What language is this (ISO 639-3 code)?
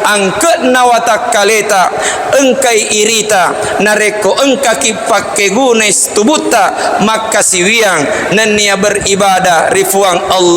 bug